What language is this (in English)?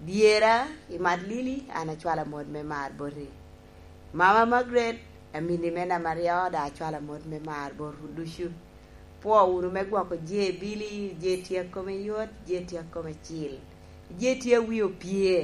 Lango (Uganda)